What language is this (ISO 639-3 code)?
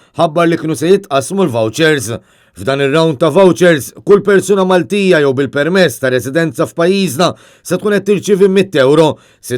mlt